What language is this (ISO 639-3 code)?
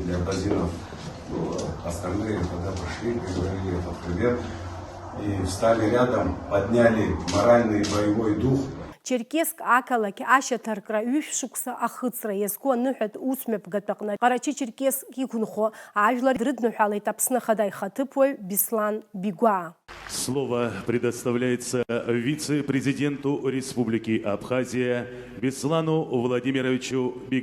abk